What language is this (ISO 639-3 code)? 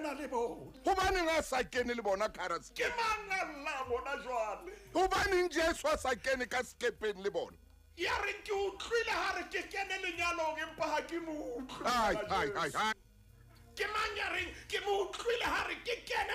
sot